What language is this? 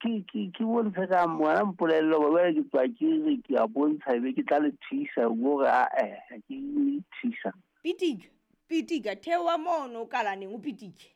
Southern Sotho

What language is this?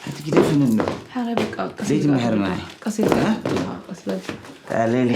Tigrinya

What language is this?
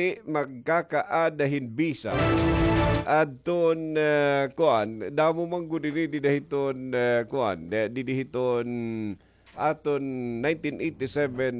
Waray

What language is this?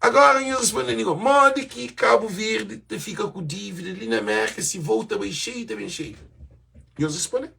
Kabuverdianu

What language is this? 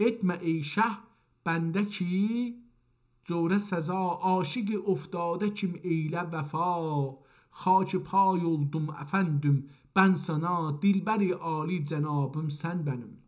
South Azerbaijani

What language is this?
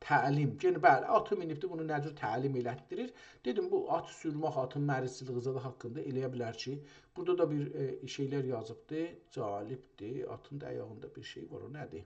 South Azerbaijani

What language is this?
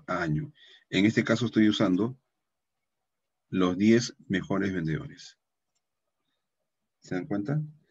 Spanish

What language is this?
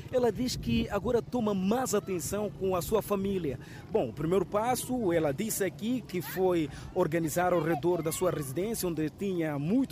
Portuguese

